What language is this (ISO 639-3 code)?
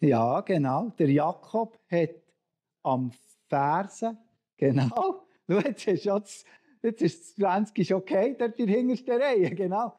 gsw